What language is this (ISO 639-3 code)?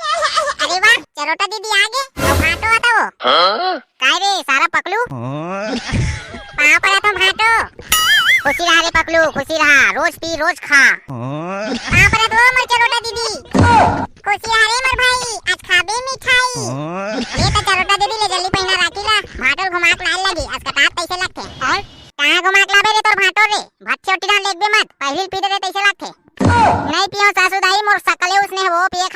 hne